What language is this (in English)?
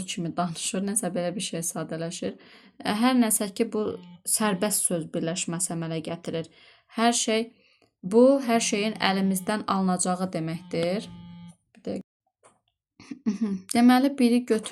Azerbaijani